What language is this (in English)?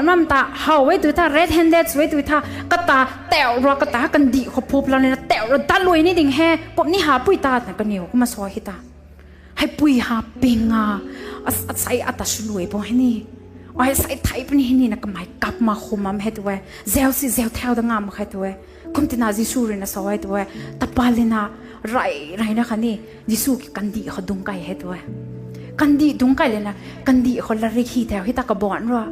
Rongmei Naga